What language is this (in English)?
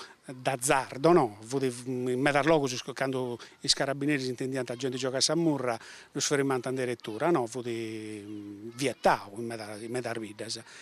Sardinian